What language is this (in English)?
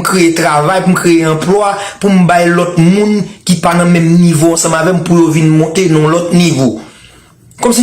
Haitian Creole